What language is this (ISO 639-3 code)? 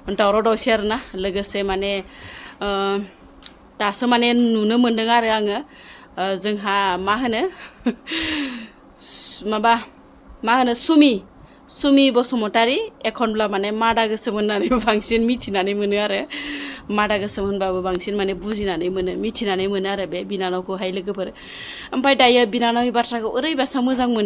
brx